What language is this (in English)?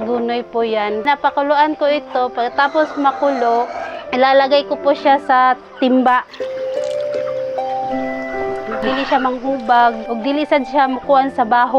Filipino